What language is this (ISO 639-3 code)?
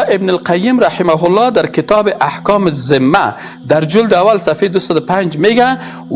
fas